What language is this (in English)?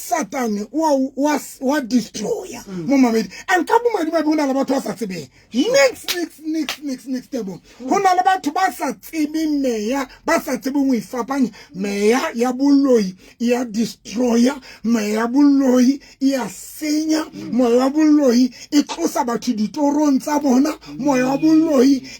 Southern Sotho